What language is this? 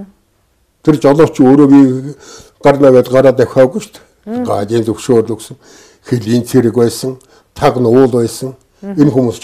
Mongolian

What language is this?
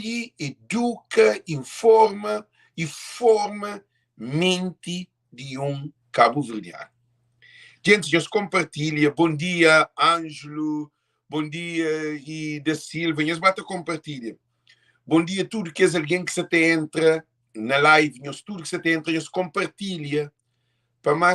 Kabuverdianu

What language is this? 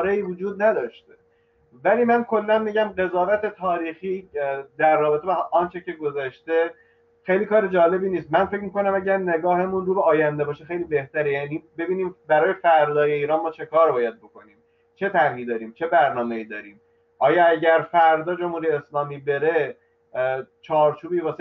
Persian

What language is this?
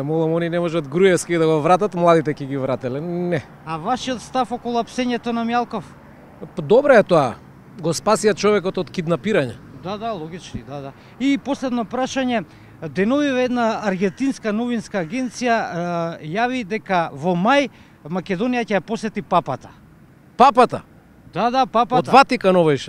Macedonian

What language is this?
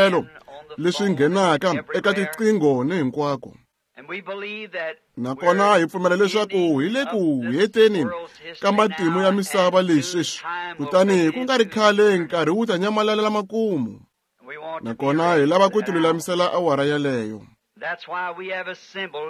Tsonga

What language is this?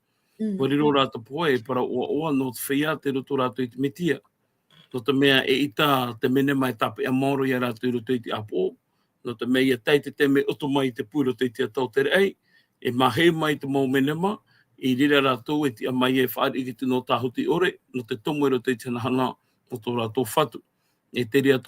Tahitian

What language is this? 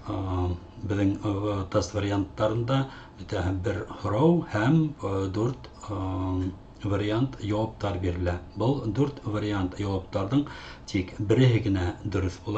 Bashkir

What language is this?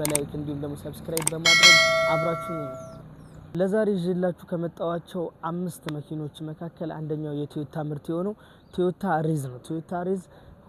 Amharic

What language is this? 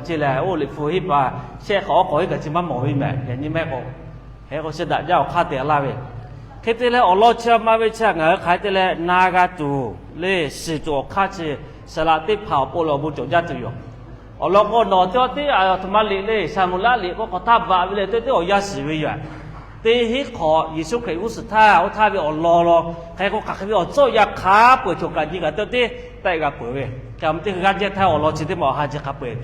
Lahu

